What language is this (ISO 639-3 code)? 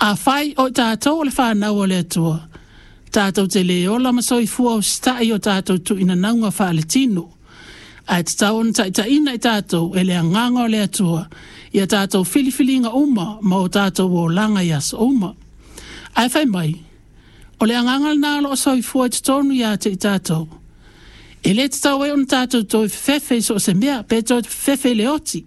smo